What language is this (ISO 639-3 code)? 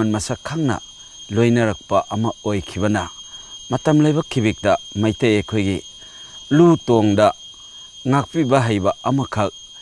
mni